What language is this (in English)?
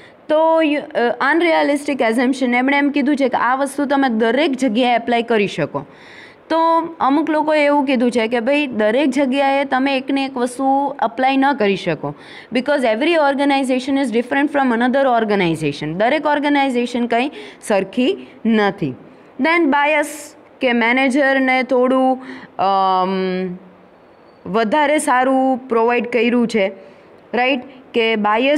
Gujarati